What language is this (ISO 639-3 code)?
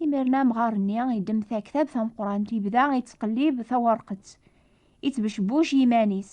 kab